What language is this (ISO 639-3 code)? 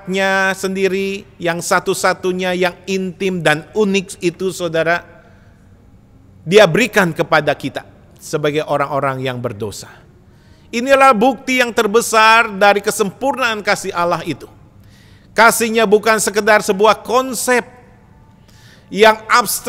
ind